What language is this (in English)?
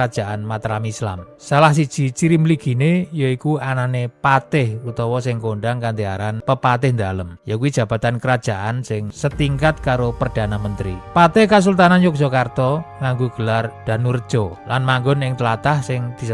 Javanese